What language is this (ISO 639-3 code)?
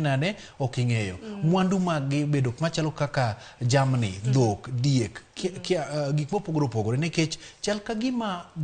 luo